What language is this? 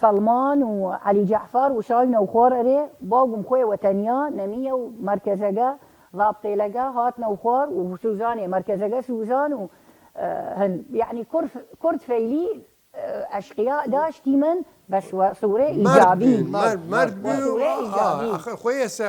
Southern Kurdish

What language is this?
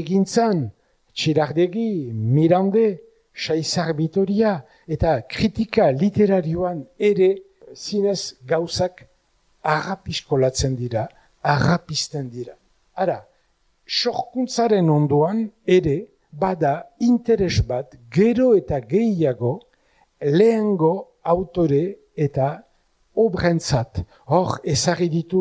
Basque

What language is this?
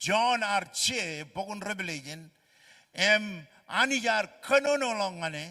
Marshallese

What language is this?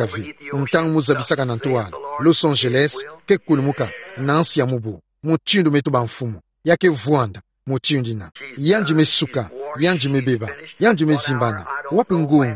Kituba (Democratic Republic of Congo)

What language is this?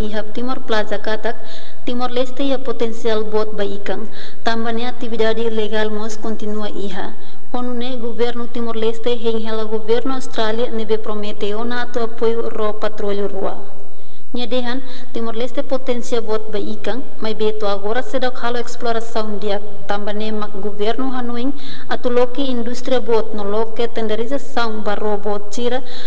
Tetum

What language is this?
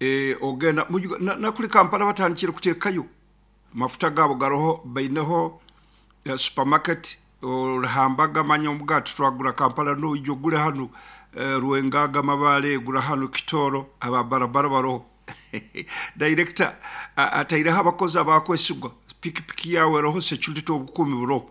Nyoro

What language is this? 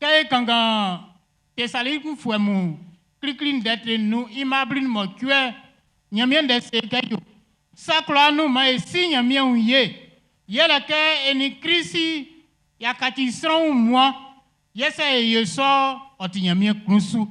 Baoulé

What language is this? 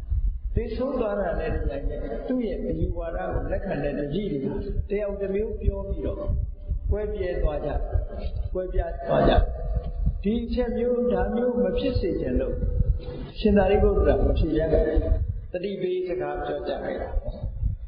Burmese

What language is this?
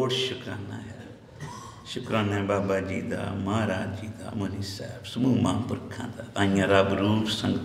Punjabi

